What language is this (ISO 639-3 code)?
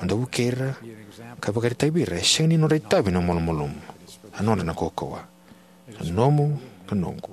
fij